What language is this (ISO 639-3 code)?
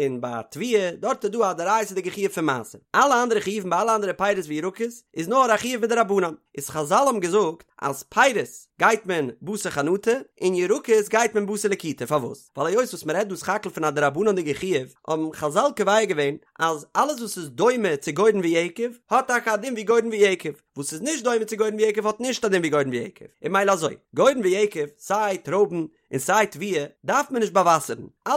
yid